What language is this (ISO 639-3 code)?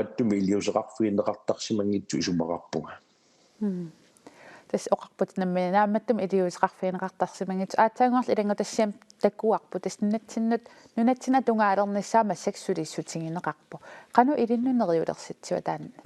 kal